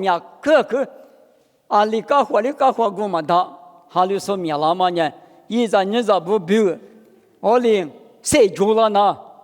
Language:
Lisu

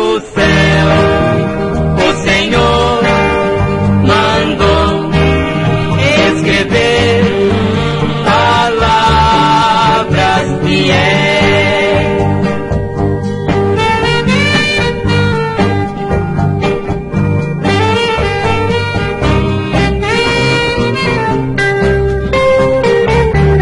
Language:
Portuguese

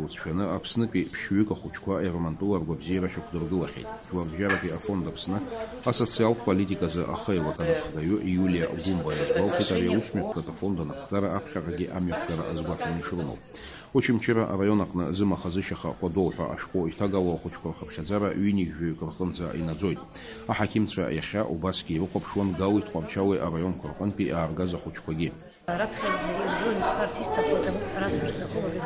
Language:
Abkhazian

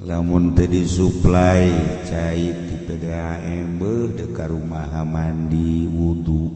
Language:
Sundanese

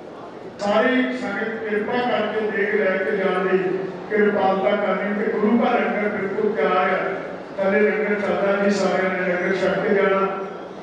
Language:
Punjabi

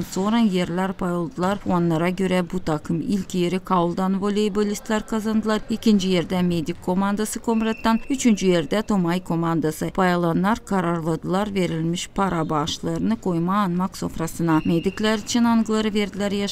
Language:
Gagauz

